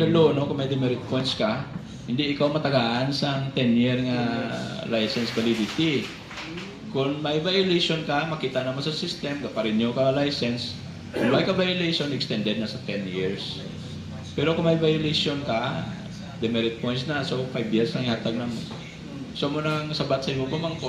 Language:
Hiligaynon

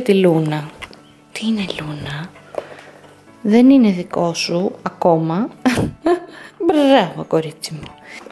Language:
Greek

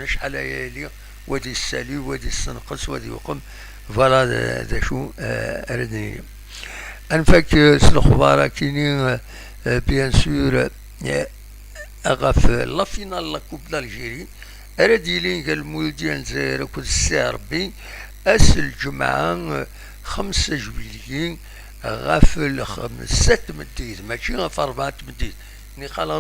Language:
Kabyle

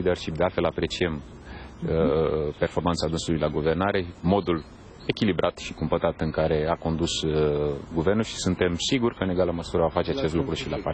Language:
Romanian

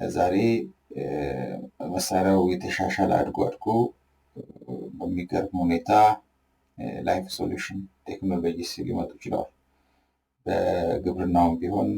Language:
Amharic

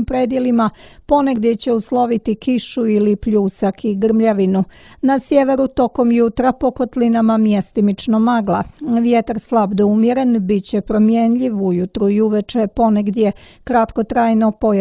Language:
Serbian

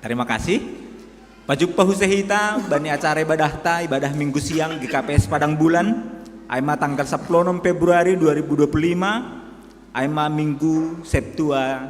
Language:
Batak Simalungun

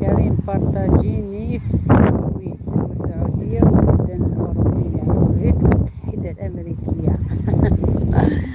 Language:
Algerian Arabic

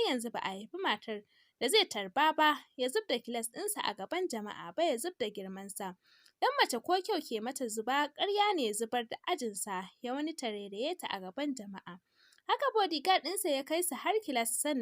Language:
Hausa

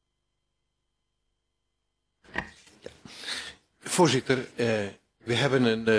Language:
Dutch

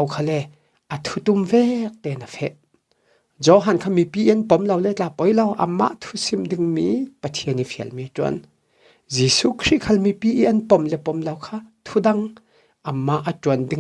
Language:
Falam Chin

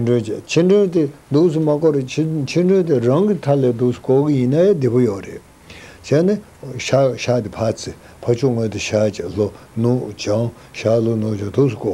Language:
Tibetan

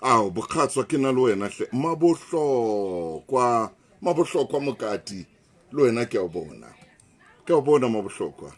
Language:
Southern Sotho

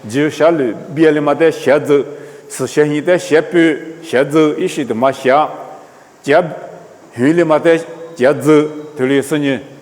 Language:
Lisu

